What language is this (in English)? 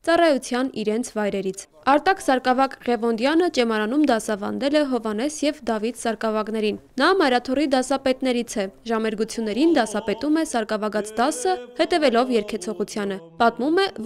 Armenian